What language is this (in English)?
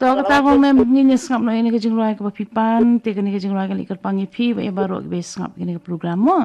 Khasi